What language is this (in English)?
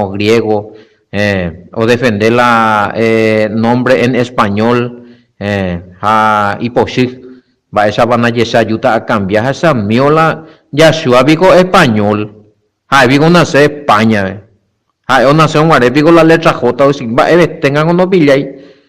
Guarani